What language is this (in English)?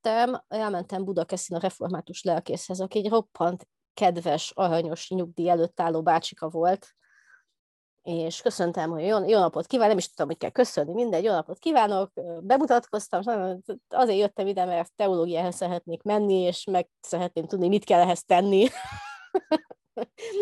Hungarian